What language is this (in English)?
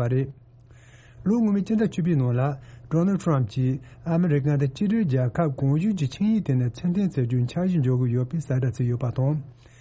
Tibetan